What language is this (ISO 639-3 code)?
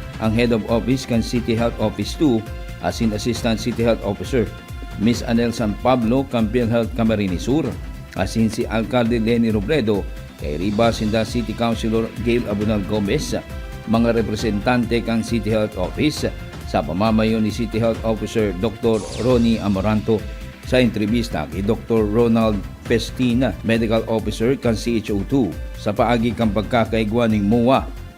bik